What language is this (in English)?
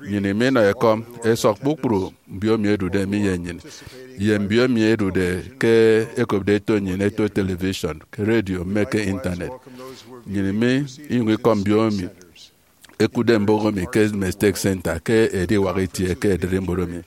Efik